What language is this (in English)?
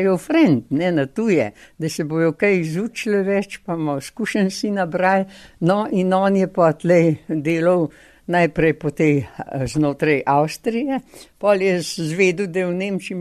Slovenian